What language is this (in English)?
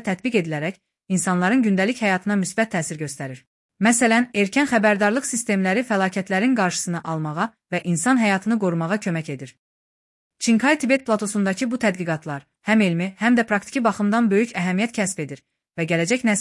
Azerbaijani